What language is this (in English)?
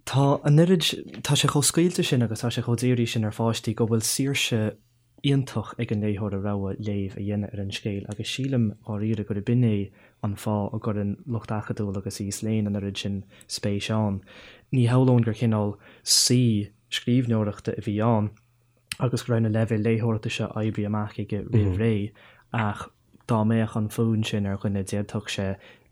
Irish